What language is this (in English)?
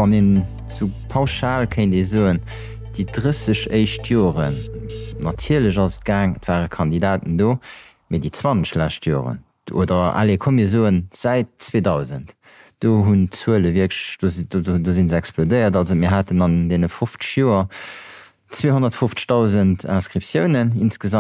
Luxembourgish